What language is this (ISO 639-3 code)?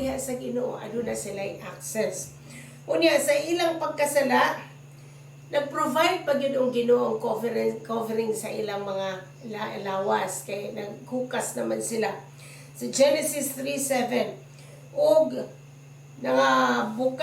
ceb